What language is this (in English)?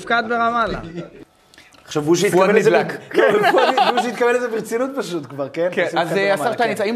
Hebrew